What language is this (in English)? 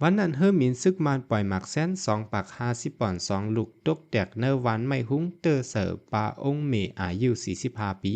Shan